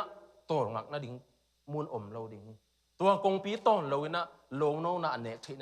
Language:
Tedim Chin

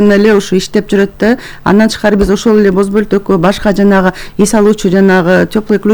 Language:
Kyrgyz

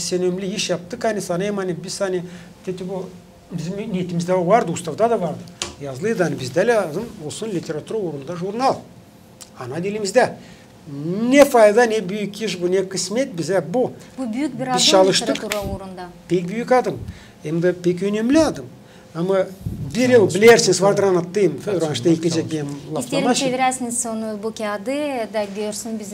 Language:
Gagauz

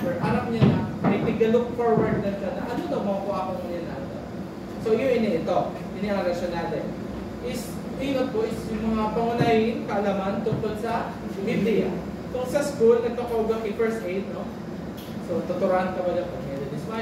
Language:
Bikol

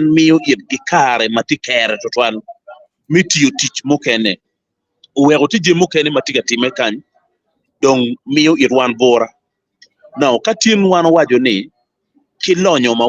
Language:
Acoli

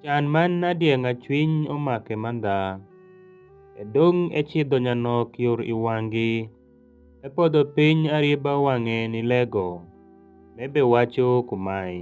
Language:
Alur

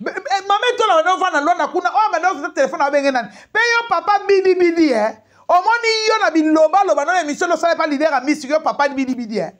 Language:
Lingala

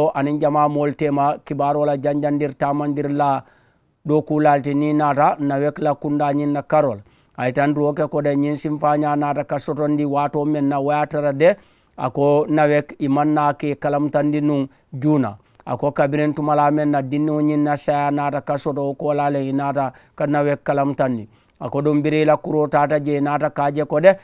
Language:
Mandingo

